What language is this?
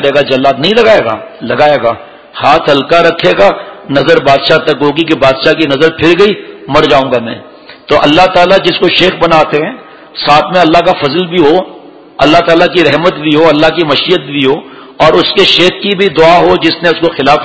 Urdu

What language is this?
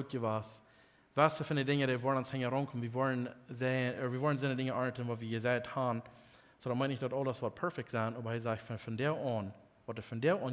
Plautdietsch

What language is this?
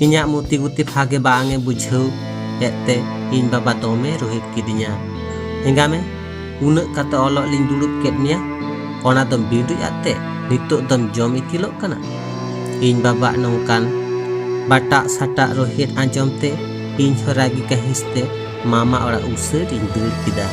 Santali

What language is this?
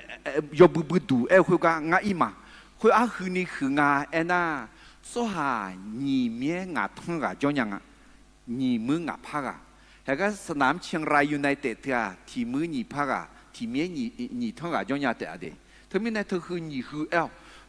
Akha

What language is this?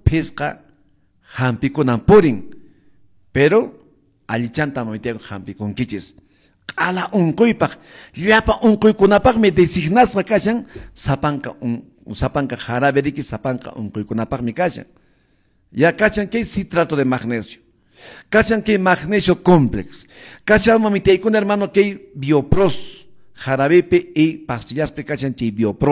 Quechua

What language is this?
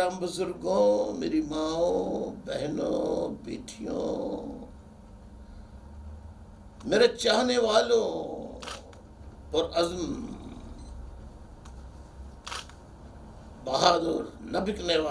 Urdu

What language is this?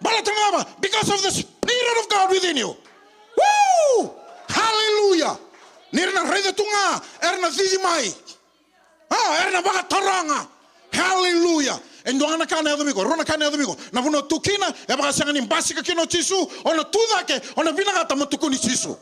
Fijian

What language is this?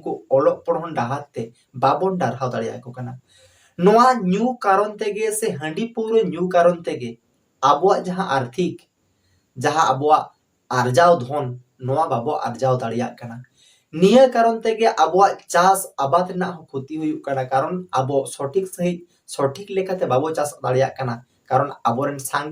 Santali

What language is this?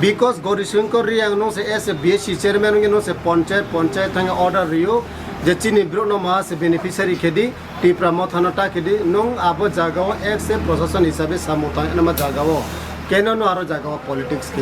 Kok Borok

